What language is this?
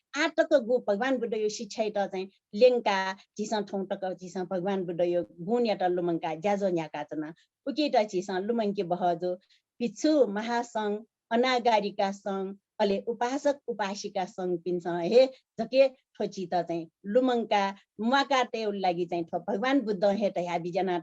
Newari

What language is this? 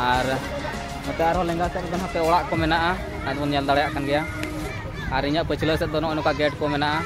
Santali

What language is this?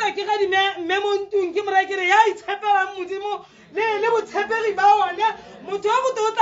Tswana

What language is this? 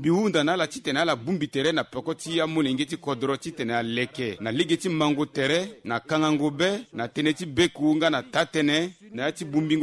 Sango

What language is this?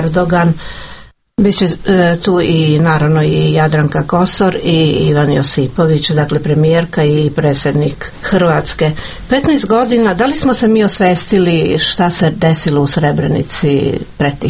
Serbian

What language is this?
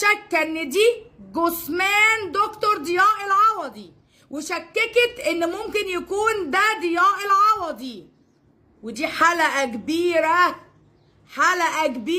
Egyptian Arabic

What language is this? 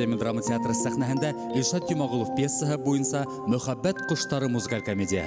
Bashkir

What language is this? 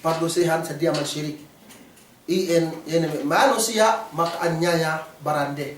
Yakan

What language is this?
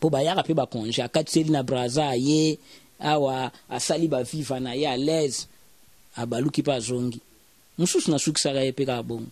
Lingala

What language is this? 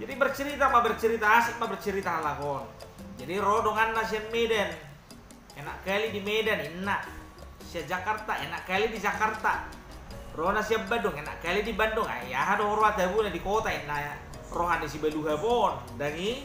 Batak Toba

